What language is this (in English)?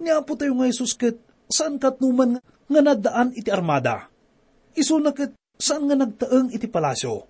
Iloko